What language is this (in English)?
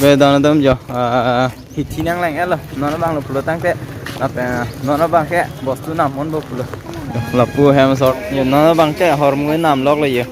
Karbi